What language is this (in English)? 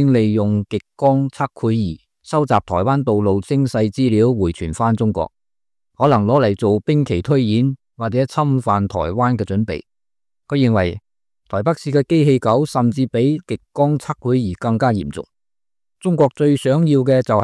Cantonese